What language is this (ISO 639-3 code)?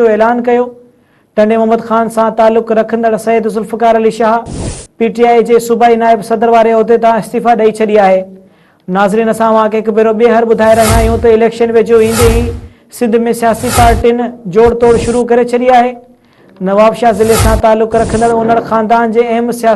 snd